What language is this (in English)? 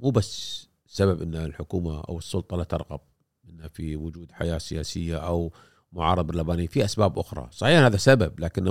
Gulf Arabic